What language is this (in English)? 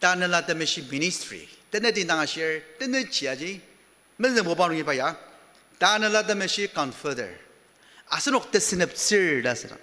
Ao Naga